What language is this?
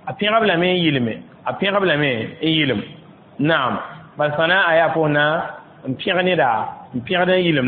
Mossi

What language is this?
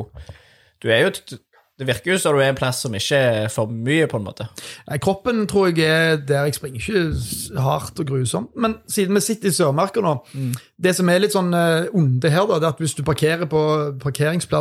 Norwegian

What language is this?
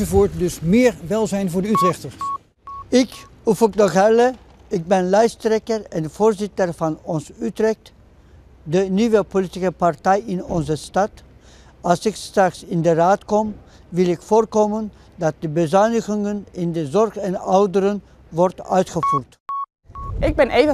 Dutch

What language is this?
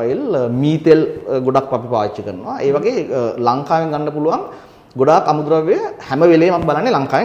Sinhala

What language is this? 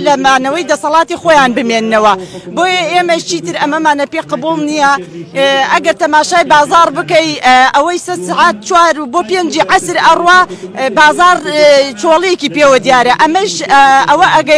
Central Kurdish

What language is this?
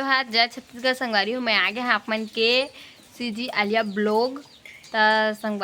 Chhattisgarhi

